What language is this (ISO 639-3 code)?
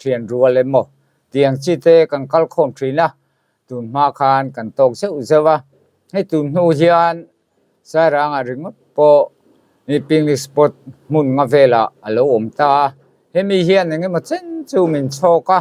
lus